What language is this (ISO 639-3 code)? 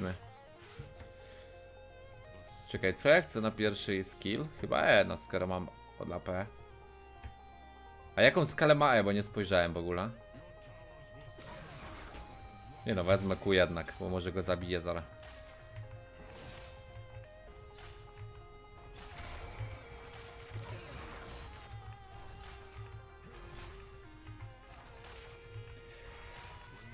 pol